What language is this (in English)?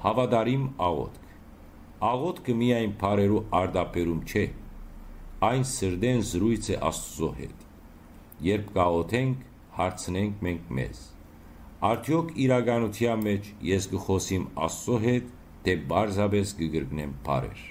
Western Armenian